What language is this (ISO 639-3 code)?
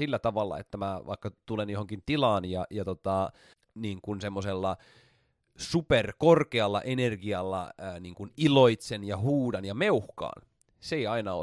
fin